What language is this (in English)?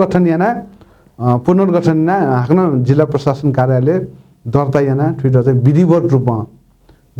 Newari